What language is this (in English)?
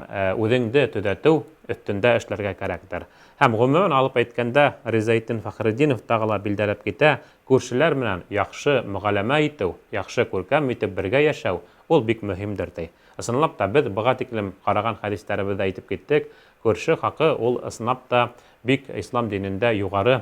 Bashkir